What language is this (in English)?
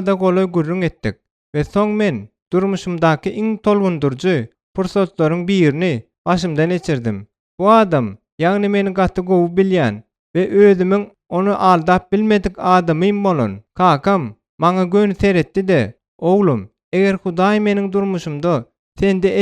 Turkmen